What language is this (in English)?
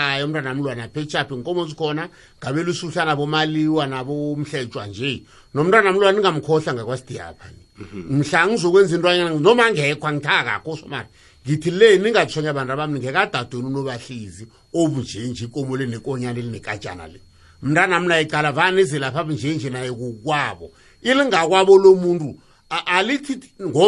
South Ndebele